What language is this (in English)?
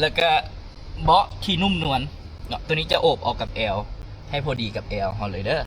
Lao